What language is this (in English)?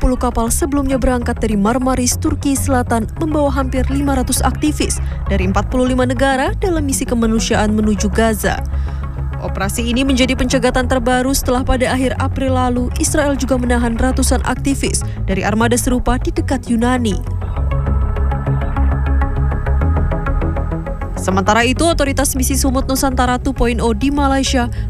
Indonesian